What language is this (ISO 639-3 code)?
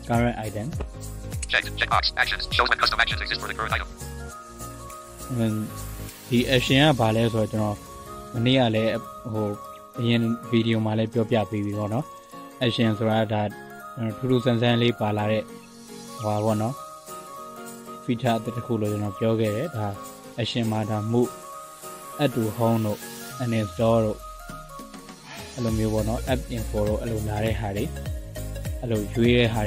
mya